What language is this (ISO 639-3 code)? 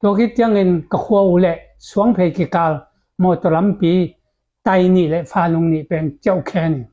ctd